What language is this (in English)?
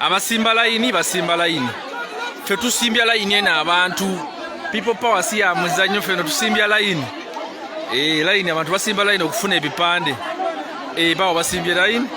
Ganda